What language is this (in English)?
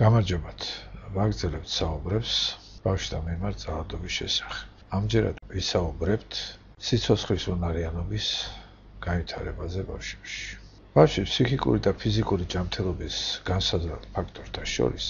Georgian